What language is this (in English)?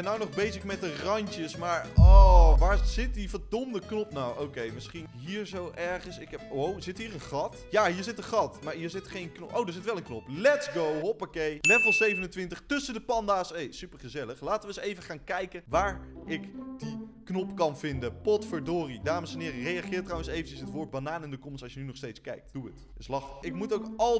Dutch